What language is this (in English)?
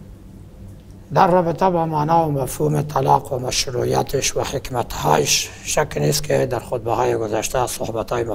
Persian